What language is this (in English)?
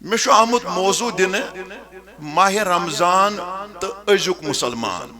Kashmiri